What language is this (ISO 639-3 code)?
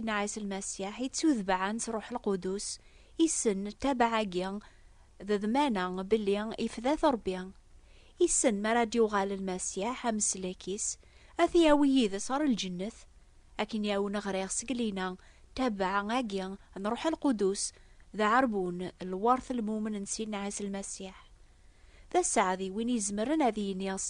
kab